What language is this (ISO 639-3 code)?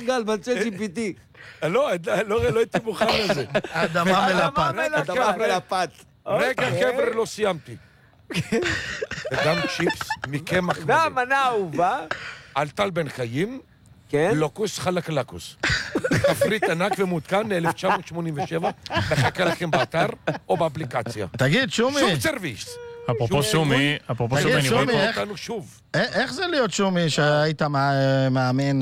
heb